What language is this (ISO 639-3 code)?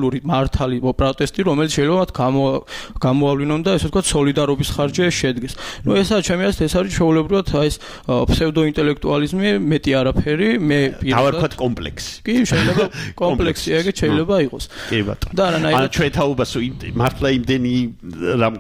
kat